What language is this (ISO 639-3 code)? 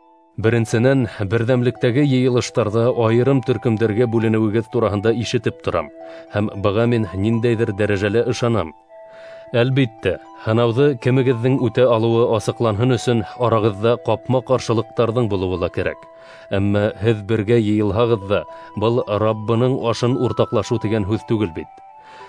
bak